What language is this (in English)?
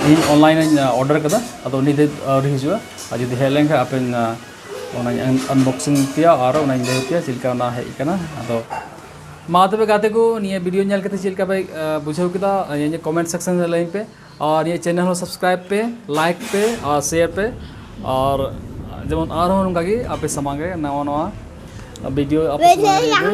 Santali